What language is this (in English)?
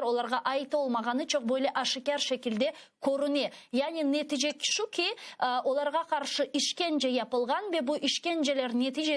Crimean Tatar